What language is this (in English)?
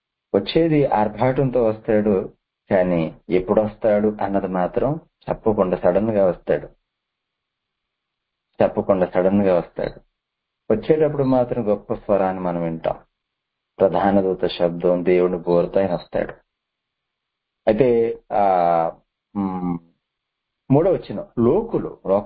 Telugu